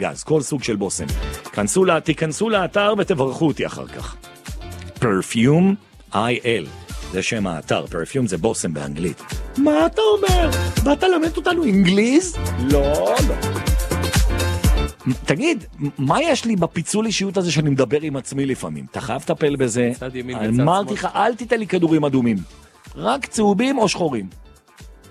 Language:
Hebrew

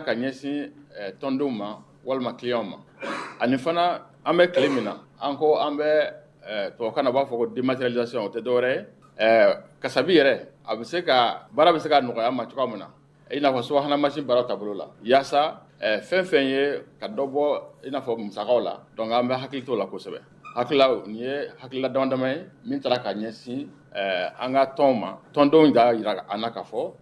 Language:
Bambara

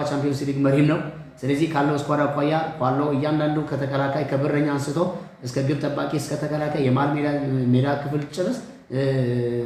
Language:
Amharic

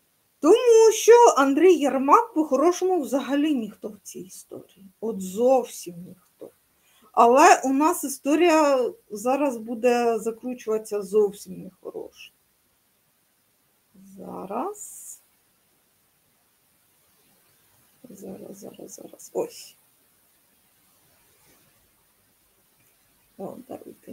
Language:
Ukrainian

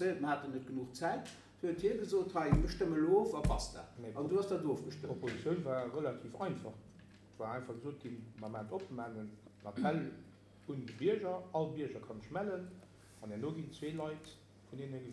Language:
Luxembourgish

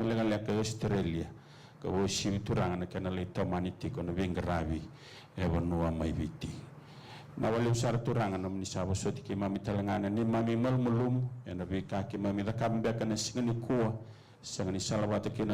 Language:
Fijian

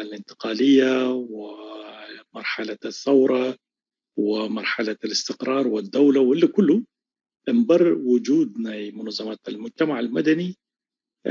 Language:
Tigre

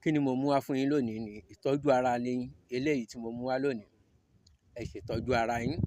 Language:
Yoruba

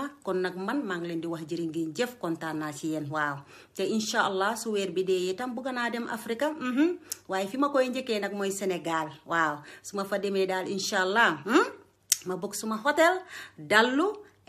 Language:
Wolof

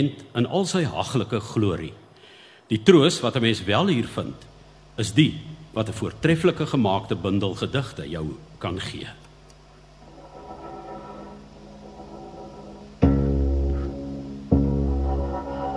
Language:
Afrikaans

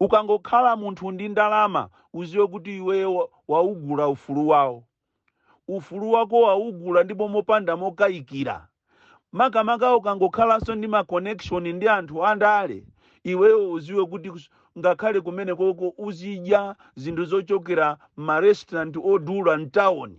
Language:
Nyanja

